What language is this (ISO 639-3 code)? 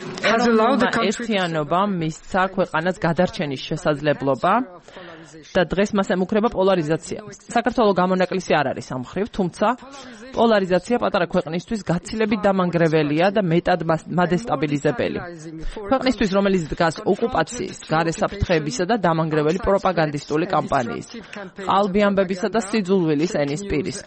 kat